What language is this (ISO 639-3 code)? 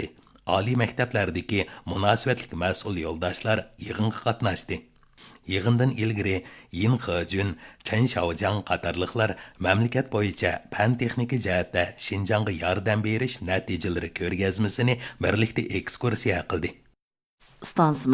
uig